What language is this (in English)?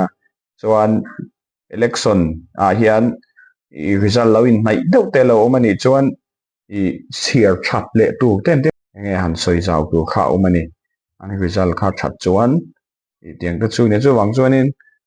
Mizo